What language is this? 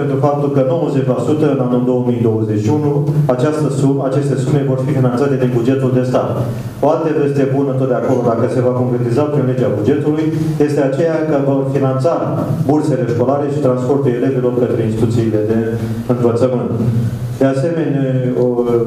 Romanian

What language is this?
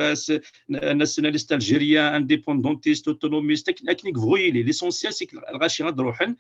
Kabyle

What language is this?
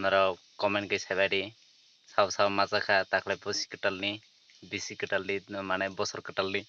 Kok Borok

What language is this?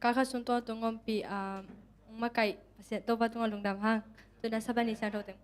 Tedim Chin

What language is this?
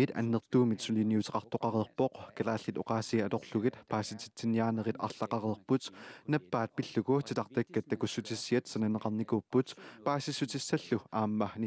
Kalaallisut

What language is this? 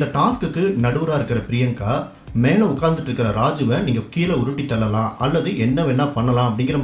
Tamil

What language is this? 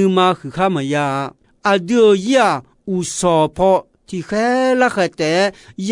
Akha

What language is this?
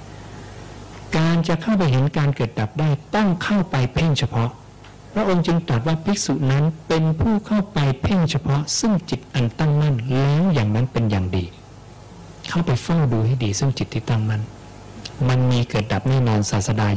Thai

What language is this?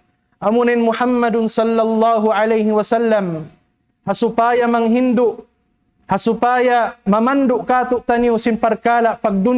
Tausug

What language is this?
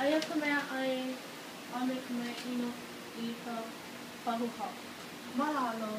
Hawaiian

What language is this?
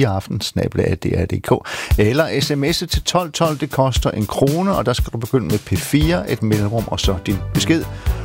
Danish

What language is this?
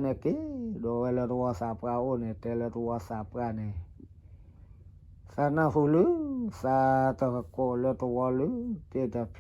S'gaw Karen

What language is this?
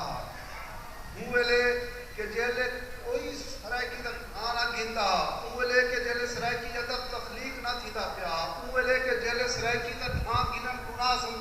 Saraiki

